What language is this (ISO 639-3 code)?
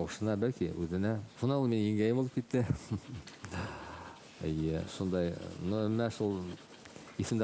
bak